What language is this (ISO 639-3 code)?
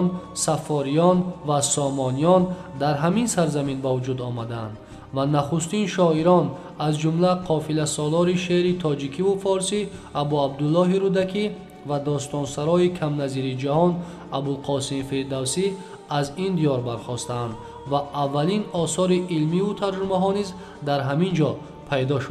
tgk